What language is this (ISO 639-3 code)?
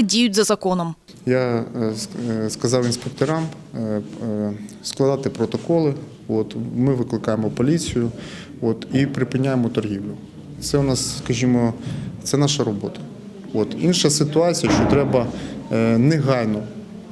ukr